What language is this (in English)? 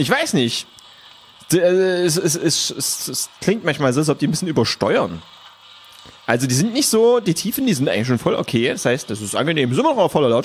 German